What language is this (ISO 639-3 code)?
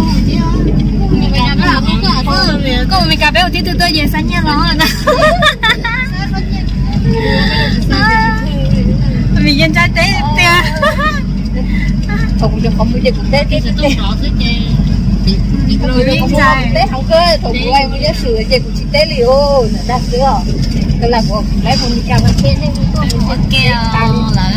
vie